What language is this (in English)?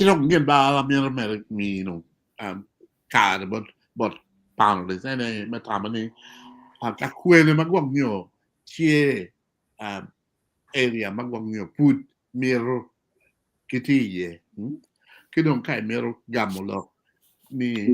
Acoli